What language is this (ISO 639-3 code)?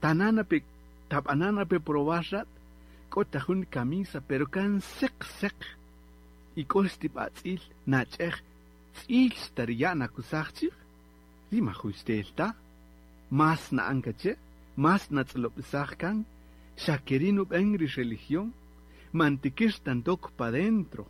cak